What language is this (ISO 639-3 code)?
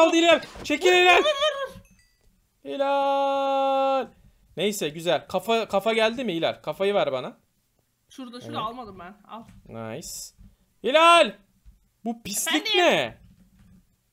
tur